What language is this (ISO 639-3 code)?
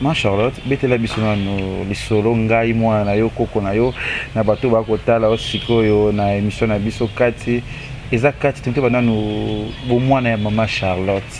lin